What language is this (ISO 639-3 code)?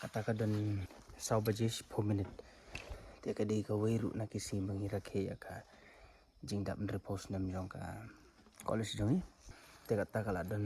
kha